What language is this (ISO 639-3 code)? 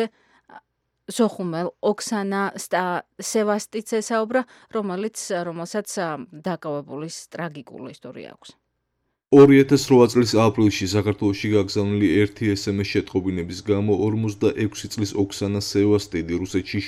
kat